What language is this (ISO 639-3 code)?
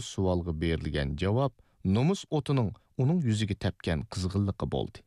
uig